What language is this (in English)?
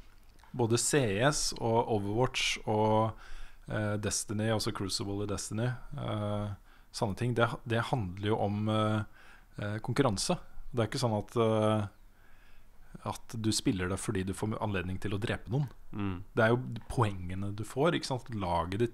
Norwegian